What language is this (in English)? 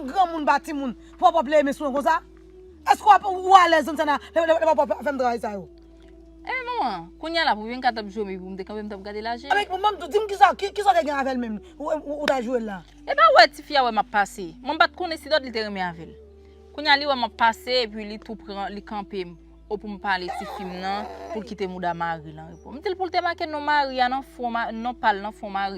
Haitian Creole